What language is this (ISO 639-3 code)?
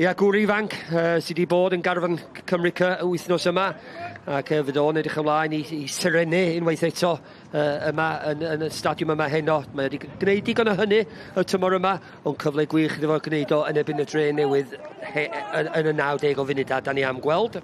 cym